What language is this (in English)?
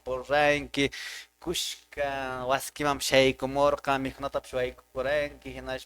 Quechua